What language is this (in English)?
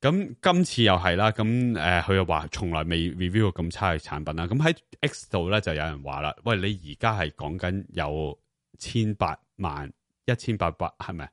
Cantonese